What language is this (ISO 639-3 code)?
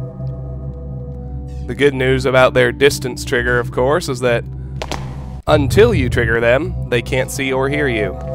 eng